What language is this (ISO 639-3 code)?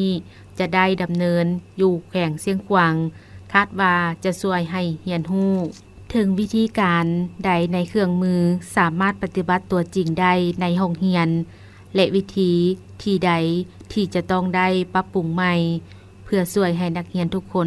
lao